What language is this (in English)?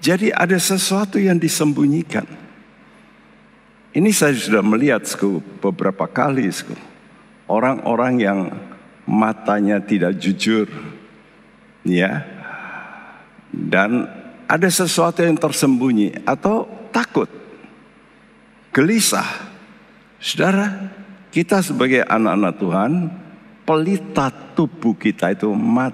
Indonesian